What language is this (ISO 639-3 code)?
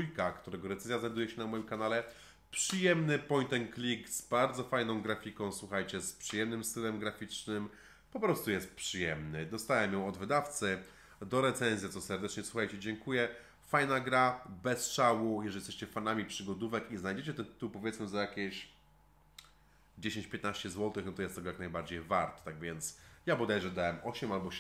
pol